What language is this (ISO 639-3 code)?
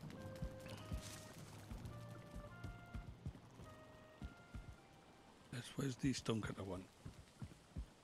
eng